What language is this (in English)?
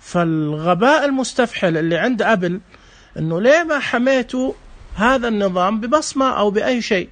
Najdi Arabic